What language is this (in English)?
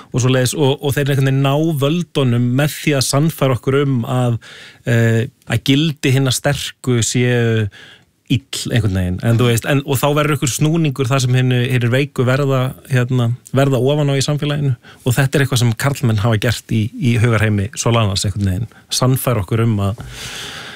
Icelandic